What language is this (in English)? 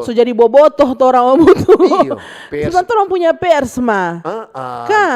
Manado Malay